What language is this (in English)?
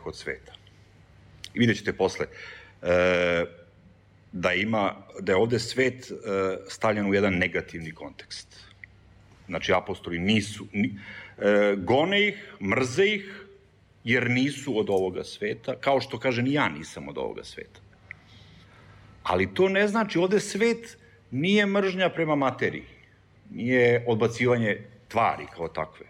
Serbian